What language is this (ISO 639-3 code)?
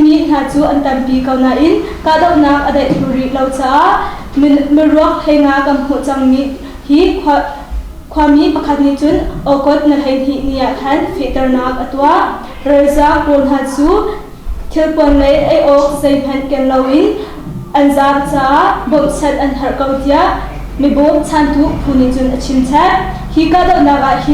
cnh